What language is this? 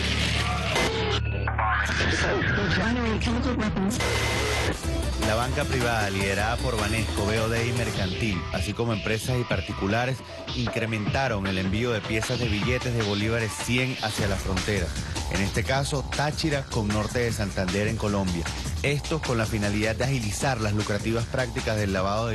Spanish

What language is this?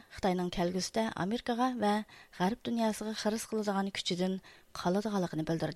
Uyghur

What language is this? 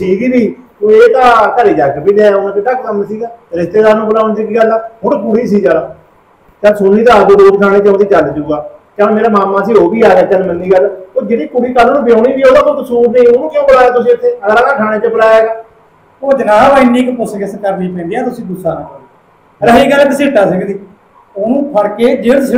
Punjabi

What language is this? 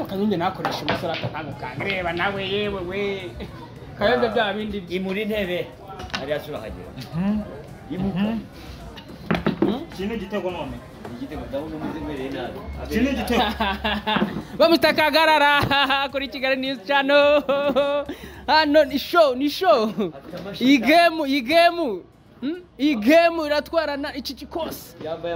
Kinyarwanda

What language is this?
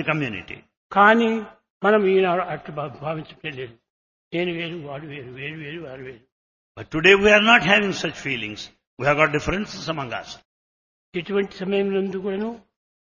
Telugu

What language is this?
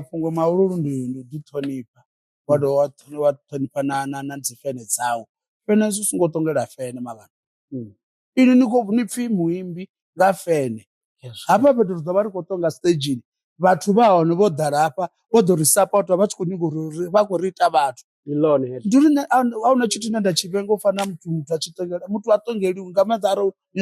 Venda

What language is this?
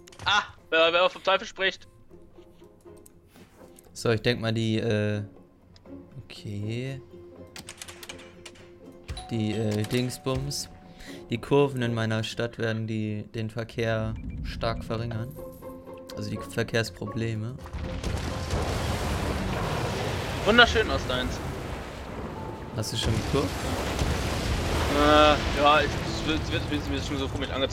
German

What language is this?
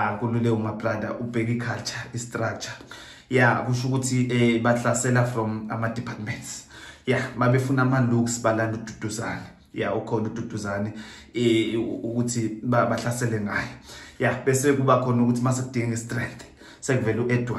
Zulu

